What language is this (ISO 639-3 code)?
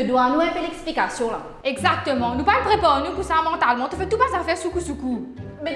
mfe